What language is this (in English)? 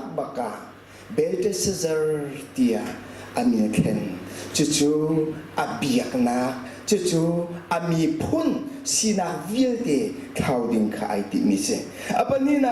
Hakha Chin